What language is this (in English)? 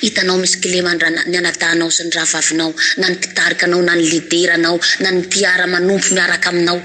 Malagasy